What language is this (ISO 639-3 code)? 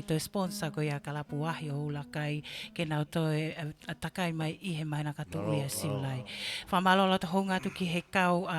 ton